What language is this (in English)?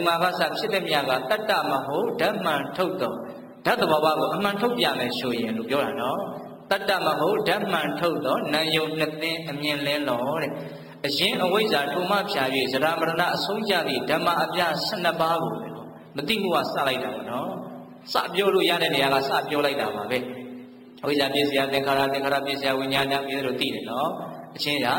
Burmese